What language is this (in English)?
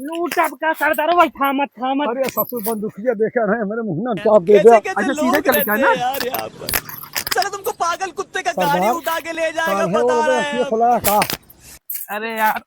Awadhi